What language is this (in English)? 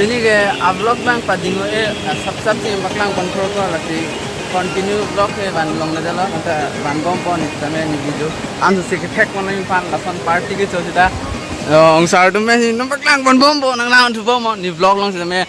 Karbi